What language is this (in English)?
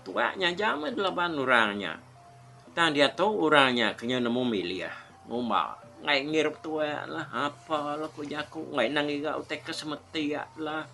Iban